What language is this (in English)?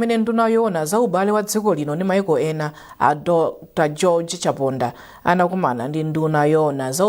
Nyanja